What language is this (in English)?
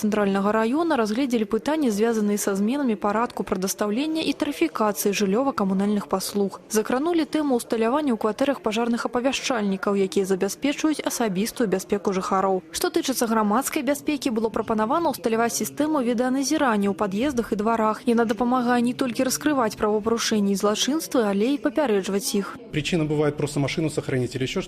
Belarusian